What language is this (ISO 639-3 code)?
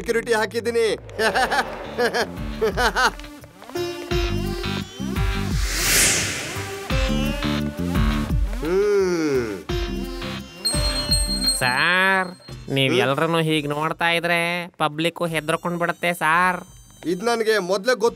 kan